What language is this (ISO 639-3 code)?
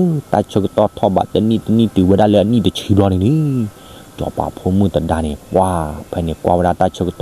ksw